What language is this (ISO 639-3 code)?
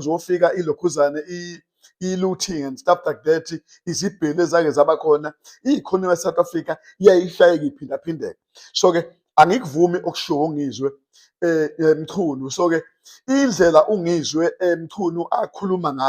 zul